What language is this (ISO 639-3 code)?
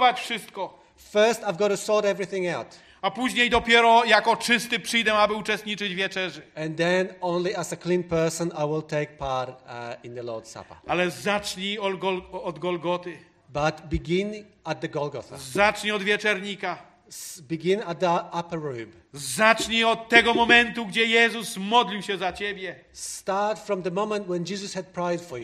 pol